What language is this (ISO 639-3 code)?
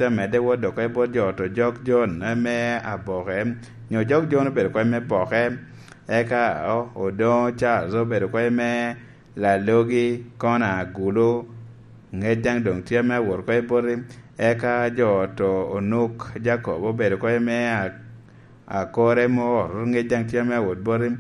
laj